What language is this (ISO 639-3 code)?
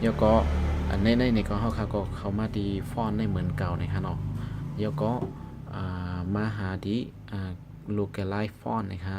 shn